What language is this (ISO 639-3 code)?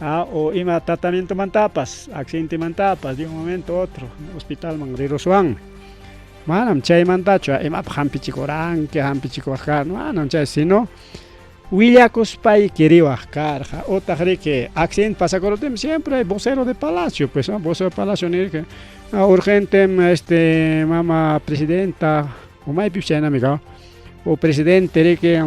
quy